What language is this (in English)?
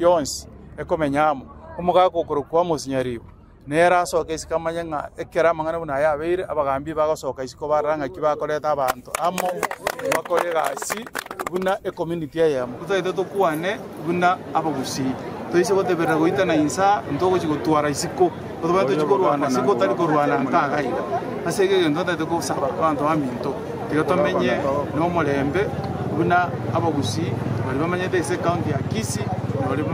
Gusii